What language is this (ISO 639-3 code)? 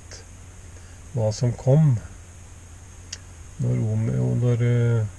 nor